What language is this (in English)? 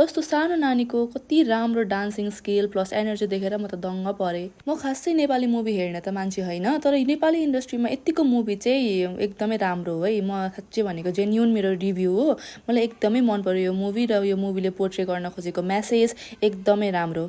Nepali